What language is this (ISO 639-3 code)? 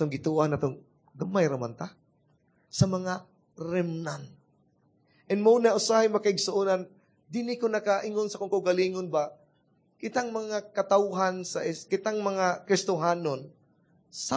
ceb